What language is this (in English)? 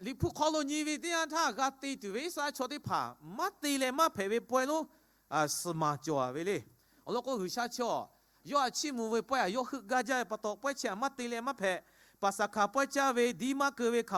Lahu